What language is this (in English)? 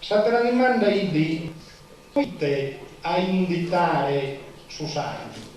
Sardinian